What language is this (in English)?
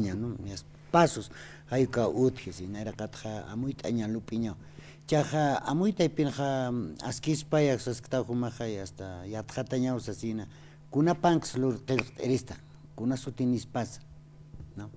Aymara